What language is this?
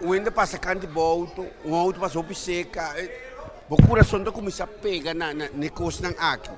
Papiamento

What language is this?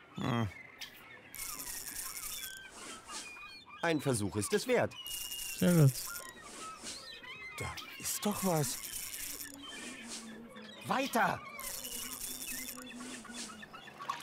German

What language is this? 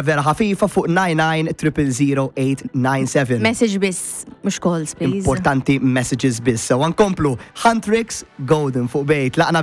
Maltese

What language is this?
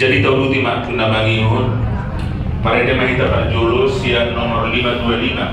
Batak Toba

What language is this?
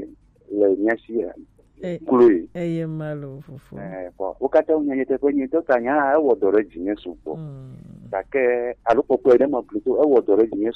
Gen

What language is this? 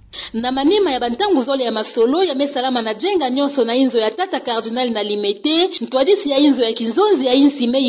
Kituba (Democratic Republic of Congo)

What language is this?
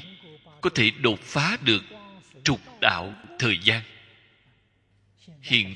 Vietnamese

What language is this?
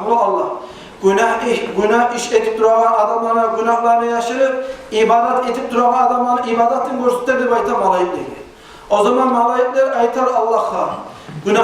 Kumyk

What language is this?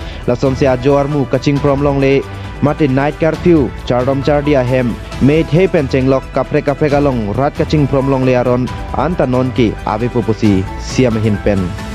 Karbi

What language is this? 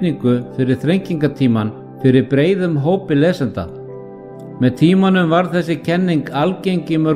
Icelandic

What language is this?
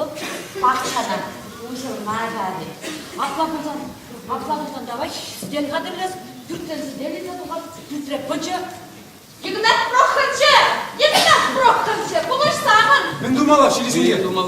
Chuvash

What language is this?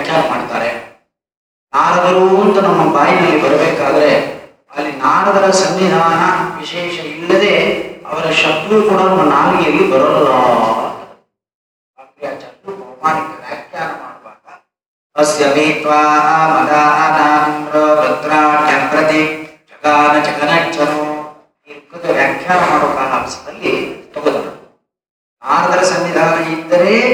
Kannada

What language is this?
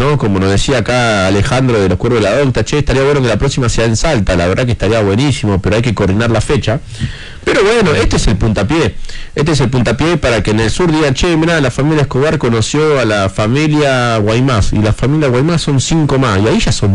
Spanish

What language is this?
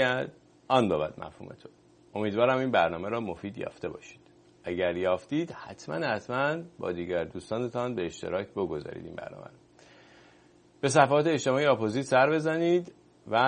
Persian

